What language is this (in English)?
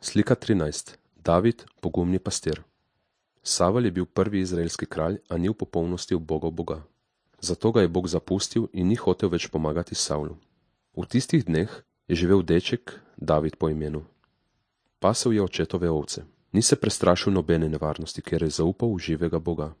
Slovenian